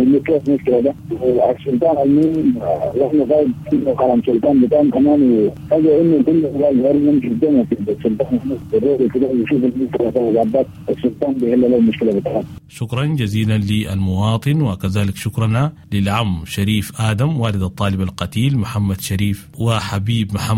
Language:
Sudanese Arabic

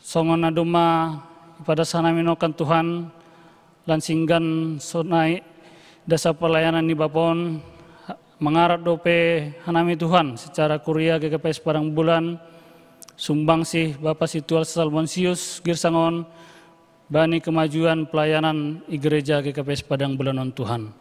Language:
Batak Simalungun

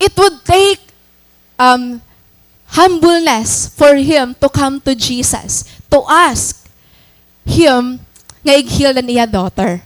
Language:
Waray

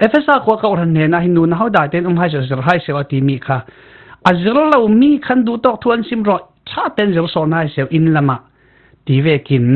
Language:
Falam Chin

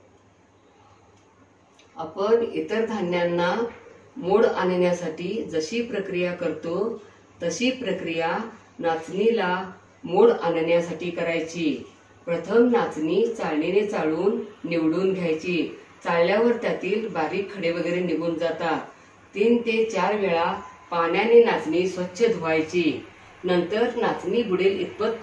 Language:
Marathi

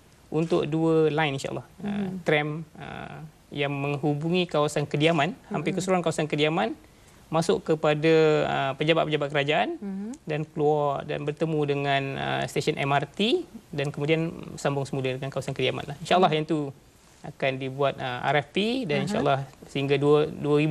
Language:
Malay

